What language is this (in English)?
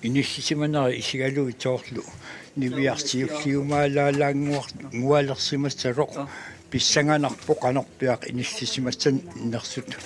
Kalaallisut